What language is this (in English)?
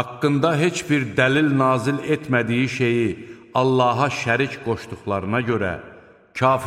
Azerbaijani